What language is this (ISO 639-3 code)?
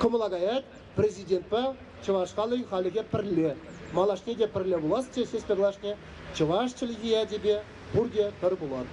chv